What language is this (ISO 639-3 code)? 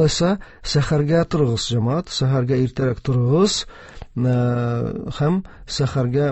tat